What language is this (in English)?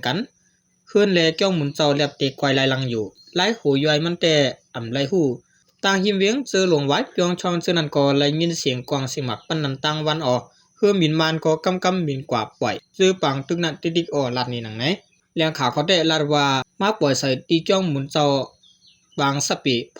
Shan